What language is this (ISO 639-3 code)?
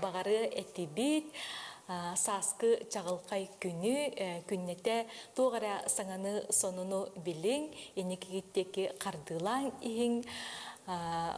sah